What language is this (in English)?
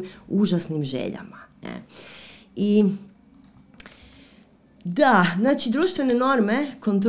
Croatian